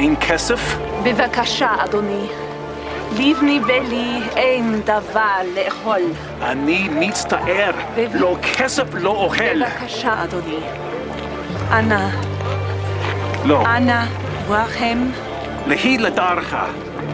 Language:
Hebrew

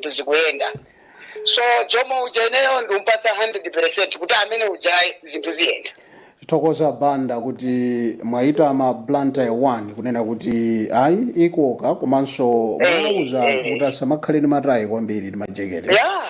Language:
Nyanja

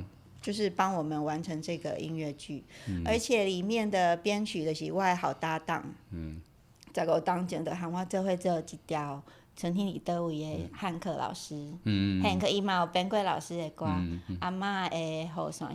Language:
Min Nan Chinese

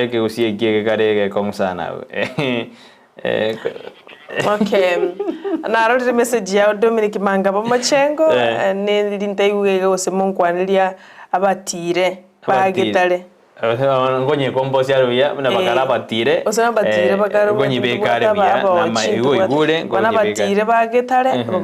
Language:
Gusii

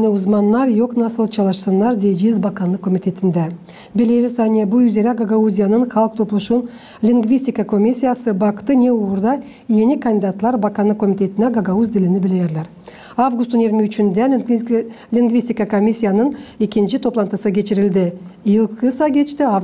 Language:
Gagauz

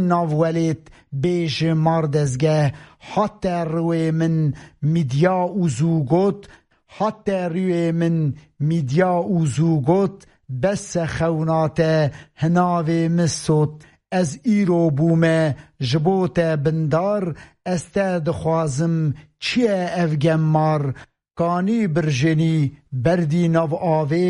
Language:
Kurdish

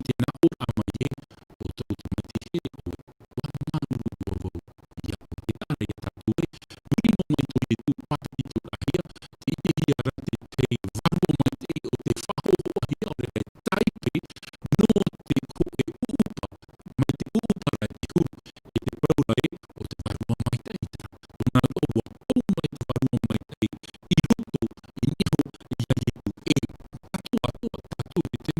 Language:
Tahitian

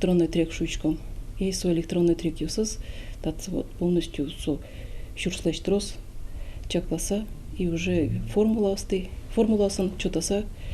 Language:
Udmurt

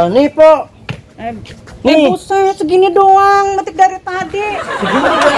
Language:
Betawi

